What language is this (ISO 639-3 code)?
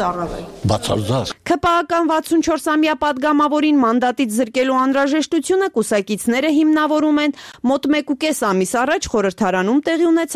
hye